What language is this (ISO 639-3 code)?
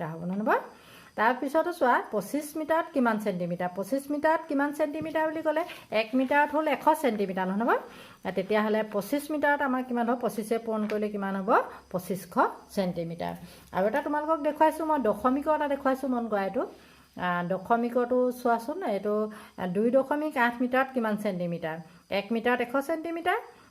asm